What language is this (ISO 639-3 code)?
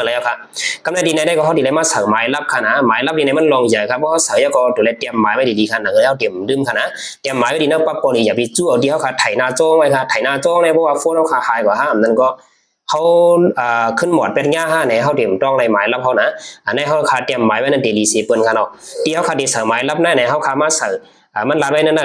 shn